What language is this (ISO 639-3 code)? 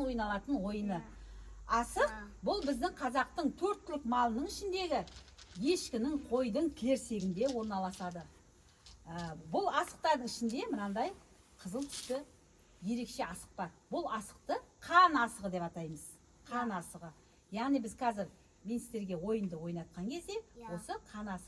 kaz